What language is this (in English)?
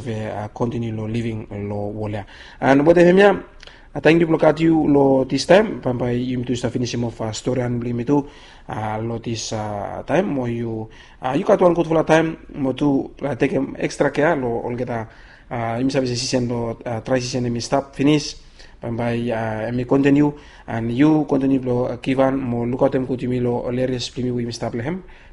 Bislama